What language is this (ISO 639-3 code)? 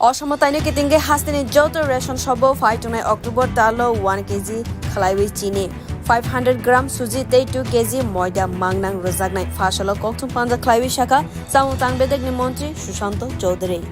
trp